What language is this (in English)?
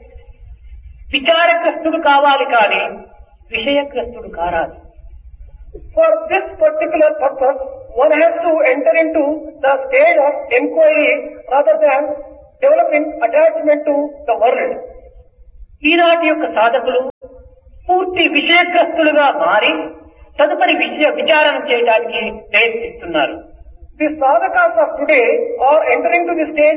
Telugu